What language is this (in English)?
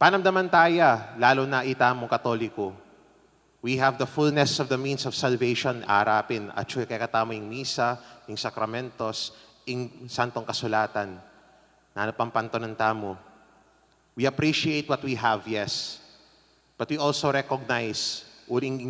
Pampanga